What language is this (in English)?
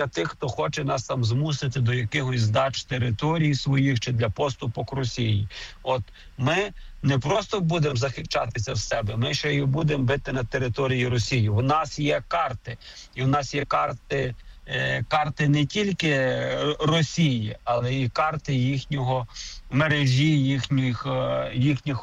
Ukrainian